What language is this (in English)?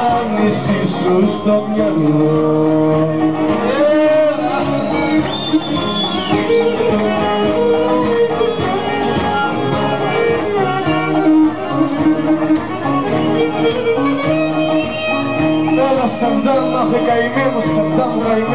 Greek